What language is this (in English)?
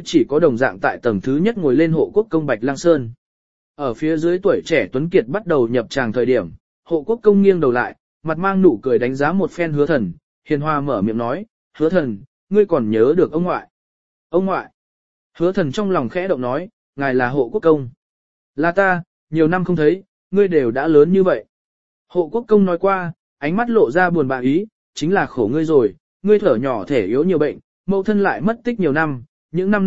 Vietnamese